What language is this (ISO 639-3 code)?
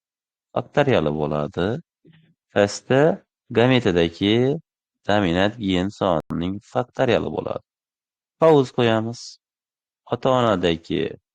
uzb